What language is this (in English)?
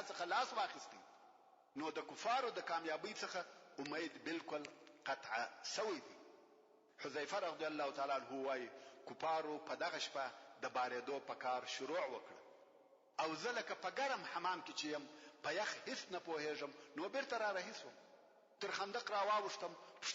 Pashto